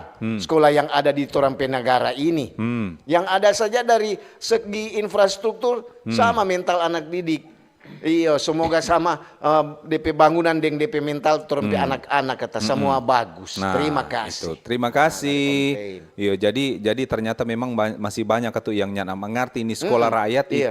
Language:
Manado Malay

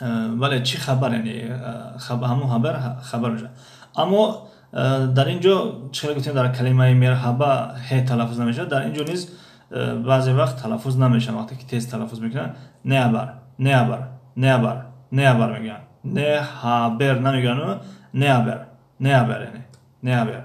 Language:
Tajik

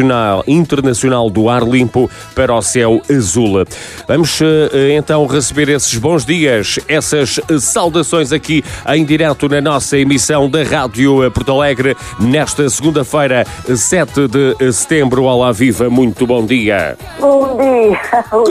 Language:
Portuguese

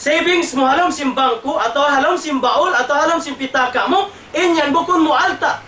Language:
Tausug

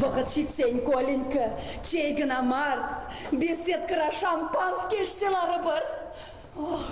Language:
Chuvash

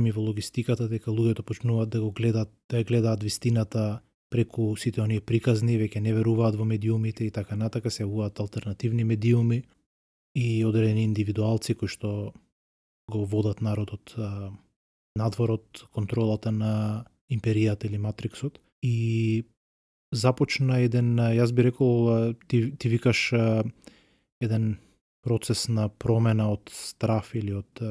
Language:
Macedonian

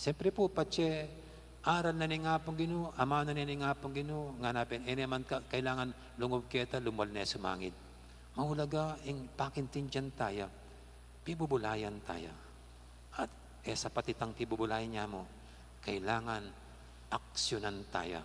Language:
Pampanga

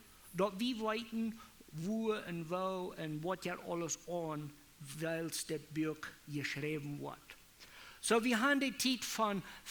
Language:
Plautdietsch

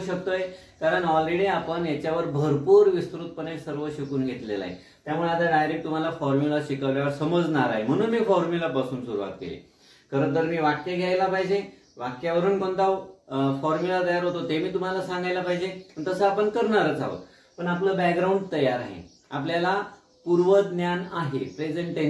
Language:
Marathi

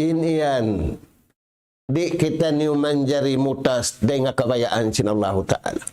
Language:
Tausug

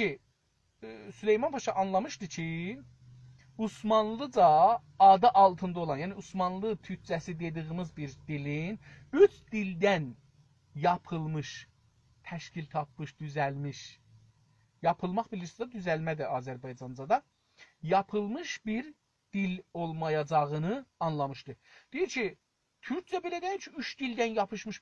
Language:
South Azerbaijani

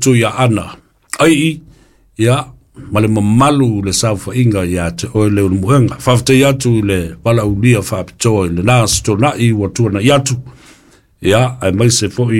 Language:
Samoan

